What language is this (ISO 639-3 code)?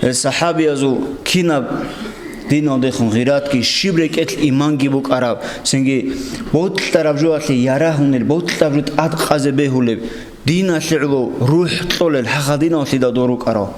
ava